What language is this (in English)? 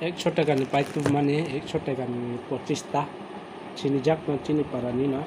Kok Borok